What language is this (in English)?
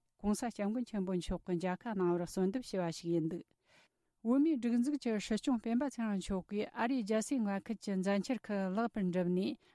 Tibetan